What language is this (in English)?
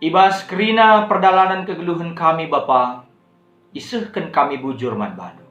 Batak Karo